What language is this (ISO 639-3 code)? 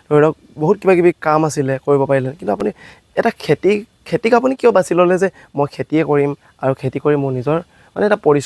asm